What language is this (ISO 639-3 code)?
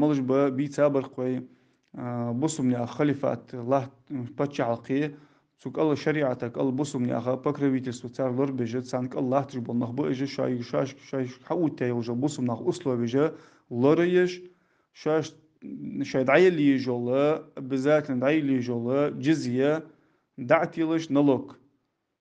inh